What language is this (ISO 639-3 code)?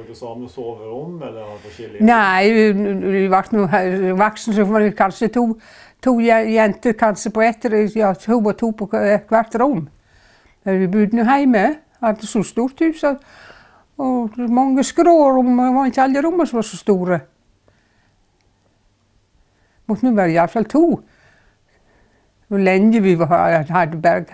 nor